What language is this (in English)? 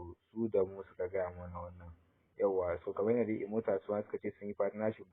Hausa